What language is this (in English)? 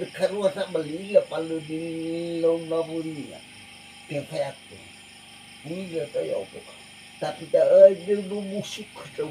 Nias